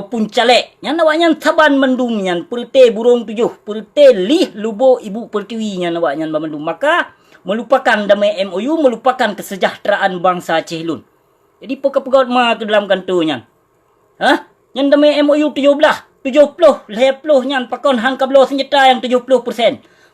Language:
Achinese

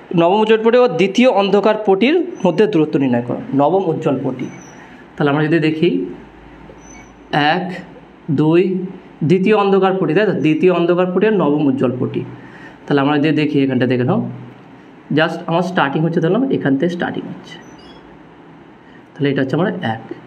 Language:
Bangla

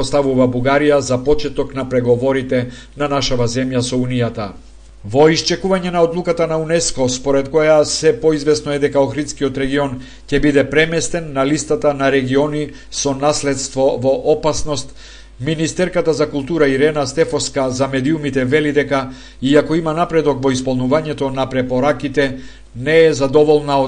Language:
Macedonian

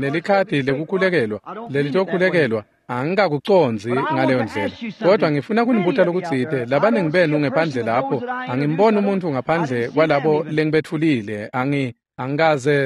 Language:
Swati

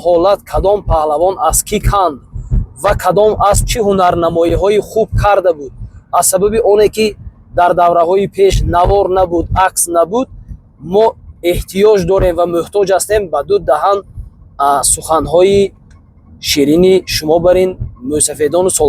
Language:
Tajik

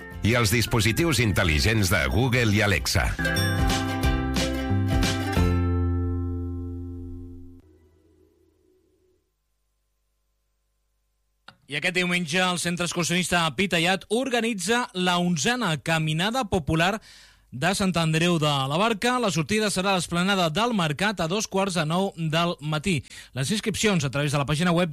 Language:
Catalan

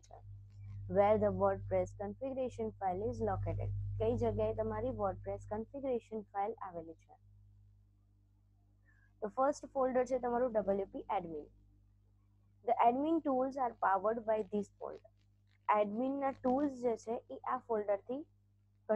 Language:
Gujarati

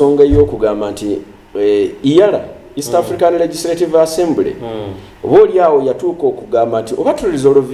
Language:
Ganda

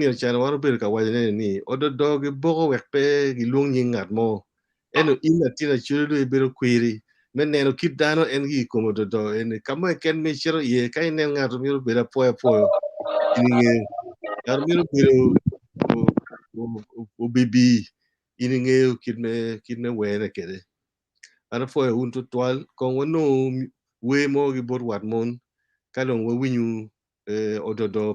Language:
Acoli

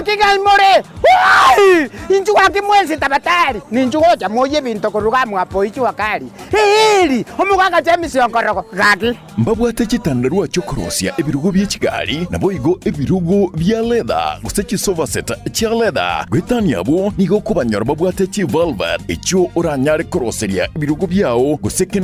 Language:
Gusii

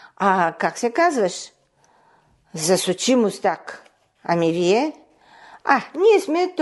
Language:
Bulgarian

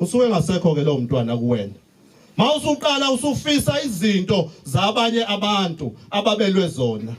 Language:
Zulu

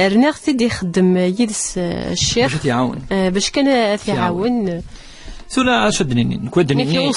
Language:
Kabyle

